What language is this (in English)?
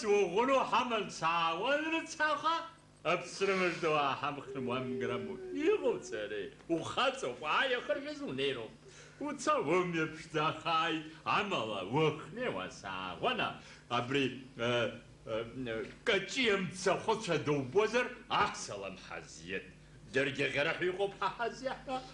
Abkhazian